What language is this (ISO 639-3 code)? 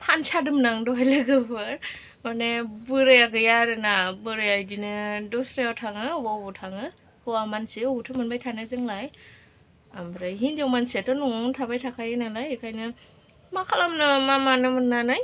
brx